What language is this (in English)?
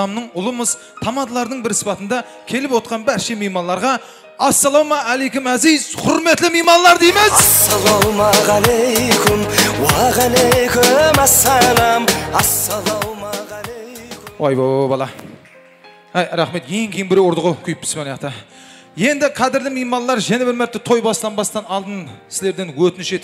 Kara-Kalpak